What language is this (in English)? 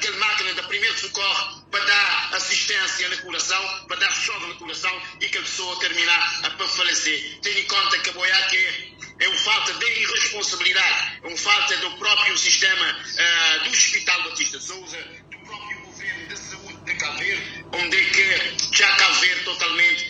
Kabuverdianu